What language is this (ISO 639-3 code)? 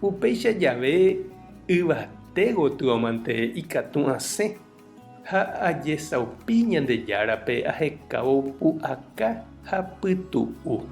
grn